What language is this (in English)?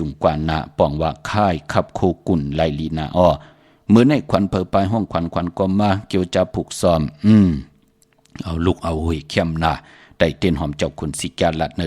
Shan